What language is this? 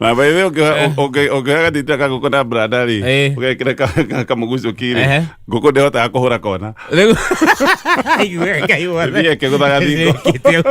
Kikuyu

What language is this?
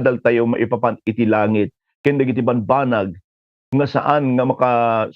Iloko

